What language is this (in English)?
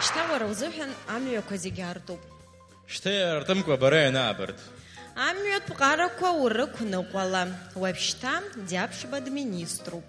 Abkhazian